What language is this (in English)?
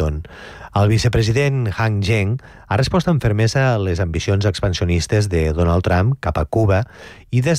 Catalan